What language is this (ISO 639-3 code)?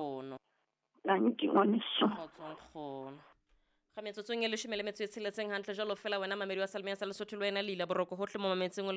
sot